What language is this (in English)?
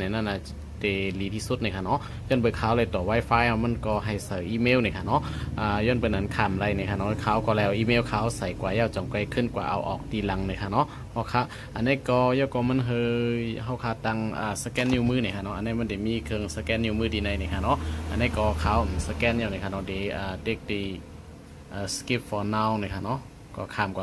Shan